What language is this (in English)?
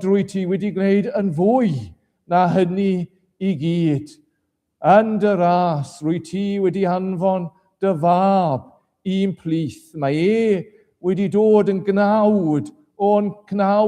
Welsh